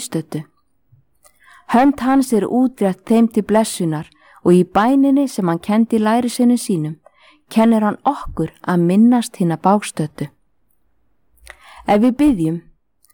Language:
Icelandic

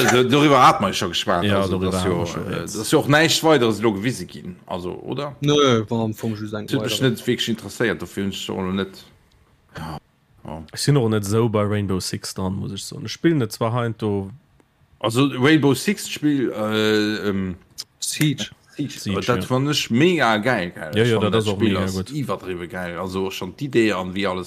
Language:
Luxembourgish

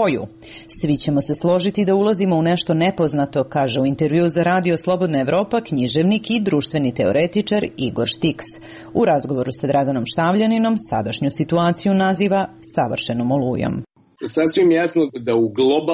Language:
Serbian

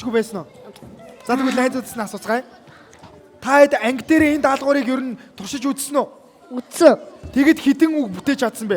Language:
Mongolian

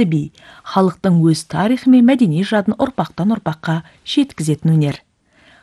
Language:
Kazakh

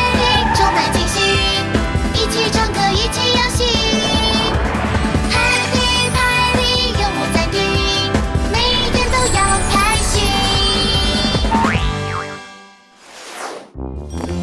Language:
Chinese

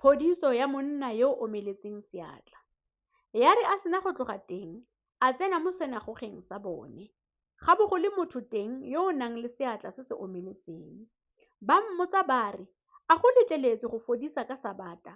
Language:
Tswana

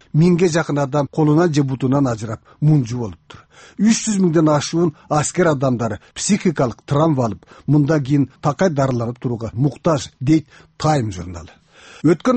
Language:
Kyrgyz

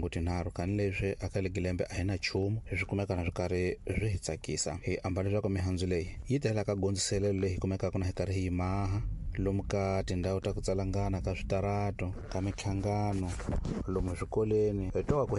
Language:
Tsonga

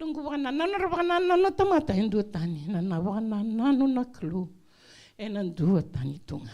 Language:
Fijian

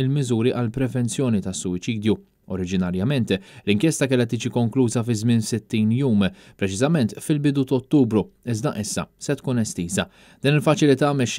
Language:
Maltese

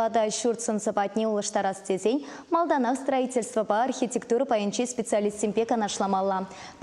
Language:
Chuvash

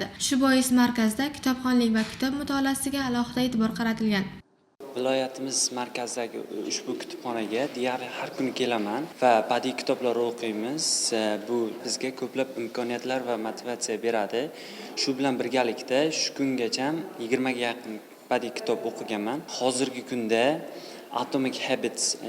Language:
Uzbek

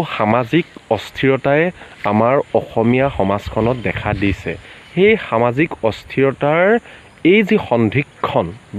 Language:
Assamese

